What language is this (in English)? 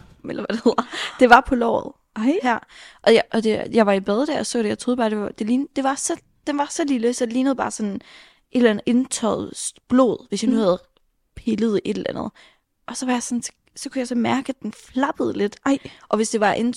Danish